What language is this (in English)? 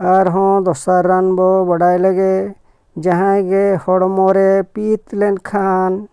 Santali